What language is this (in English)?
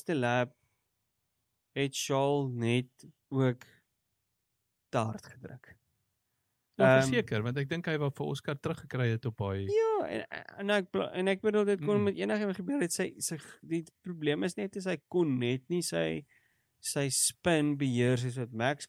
Afrikaans